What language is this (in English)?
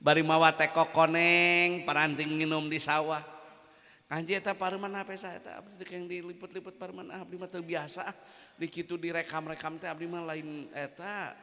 Sundanese